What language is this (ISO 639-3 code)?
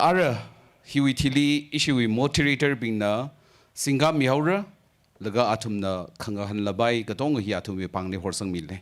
nmf